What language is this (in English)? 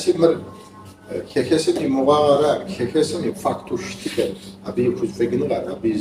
Kabardian